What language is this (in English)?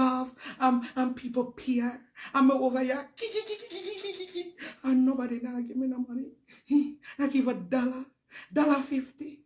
Jamaican Creole English